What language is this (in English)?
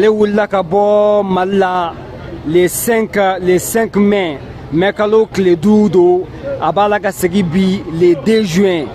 Bambara